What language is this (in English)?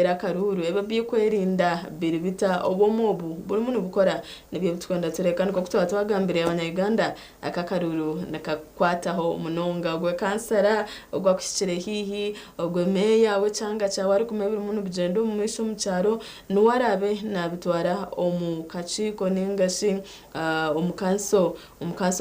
Nyankole